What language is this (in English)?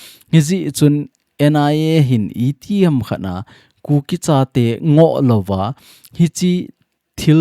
Thado Chin